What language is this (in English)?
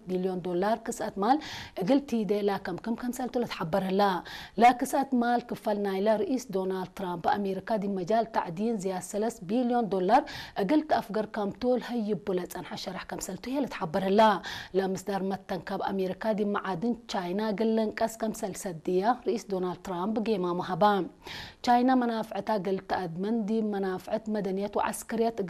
Tigre